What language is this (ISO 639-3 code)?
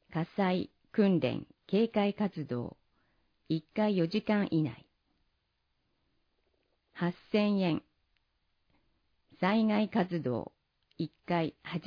jpn